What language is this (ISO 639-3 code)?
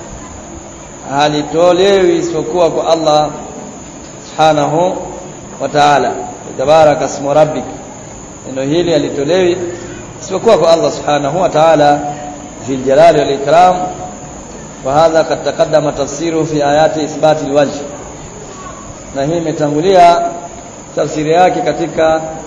swa